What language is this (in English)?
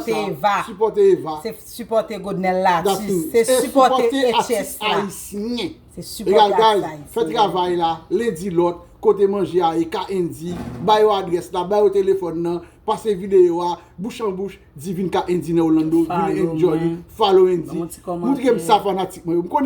Haitian Creole